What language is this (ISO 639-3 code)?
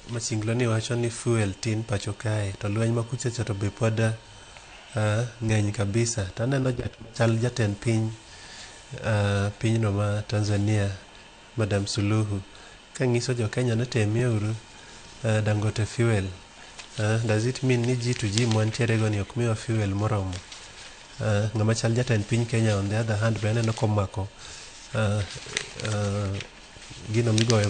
luo